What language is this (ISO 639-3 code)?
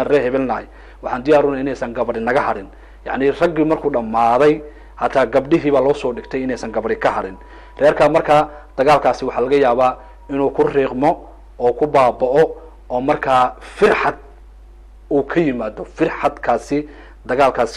som